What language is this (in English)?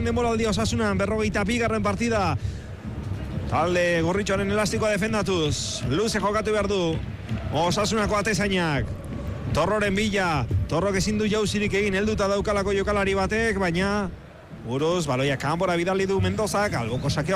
Basque